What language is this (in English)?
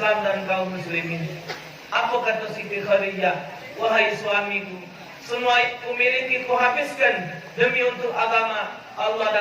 Musi